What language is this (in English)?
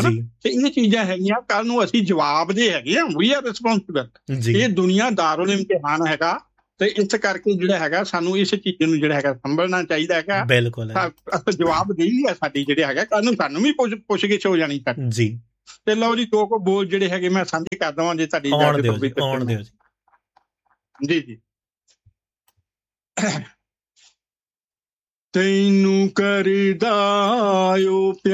Punjabi